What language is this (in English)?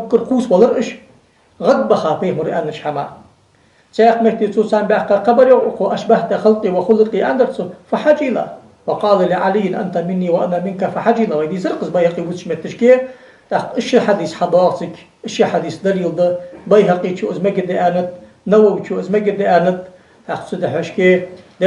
Ingush